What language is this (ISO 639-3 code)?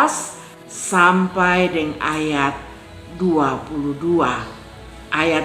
mkn